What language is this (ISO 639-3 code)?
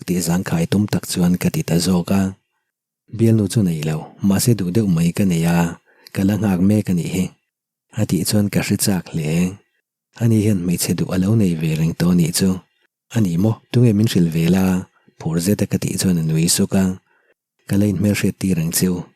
lus